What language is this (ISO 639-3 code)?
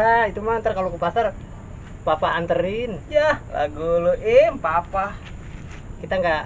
bew